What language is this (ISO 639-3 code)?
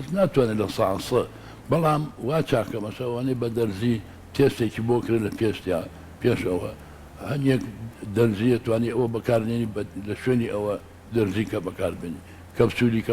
ckb